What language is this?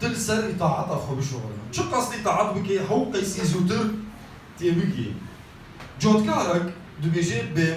Kurdish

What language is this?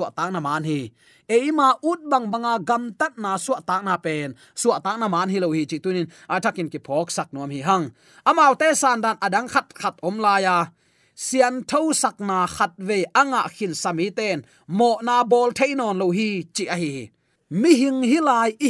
Tedim Chin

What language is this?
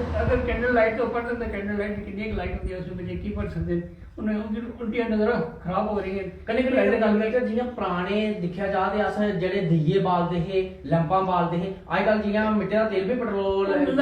Dogri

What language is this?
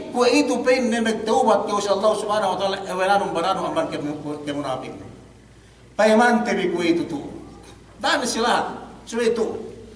Yakan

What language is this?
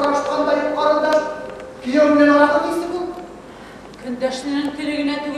Bashkir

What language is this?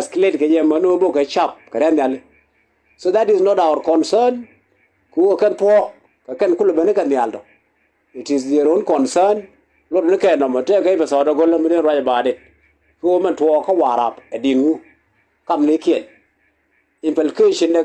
Nuer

